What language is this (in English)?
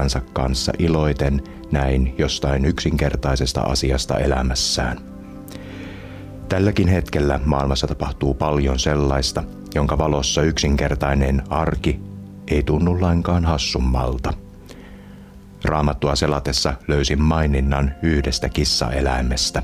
Finnish